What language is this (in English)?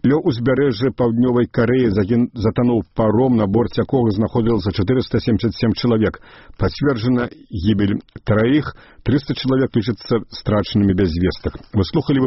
Belarusian